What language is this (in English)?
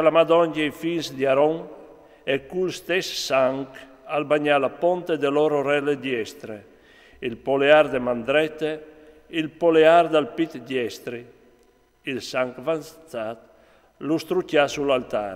Friulian